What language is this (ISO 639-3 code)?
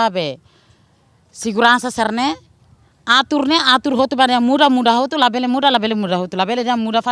tet